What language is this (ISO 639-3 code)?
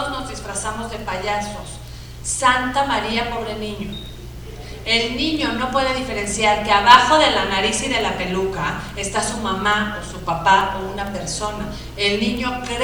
spa